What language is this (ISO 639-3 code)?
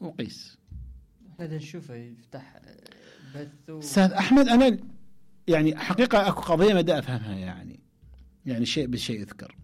acm